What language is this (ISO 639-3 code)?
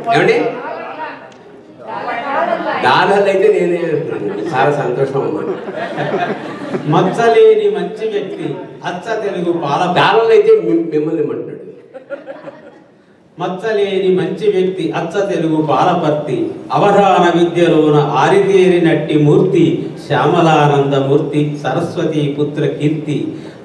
tel